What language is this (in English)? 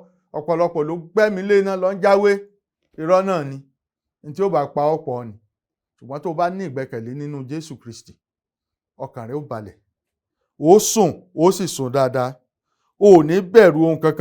Yoruba